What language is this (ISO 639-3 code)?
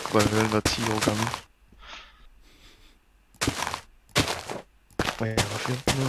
dan